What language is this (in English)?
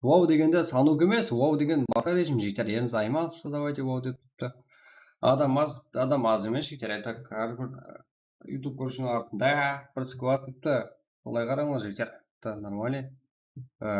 Kara-Kalpak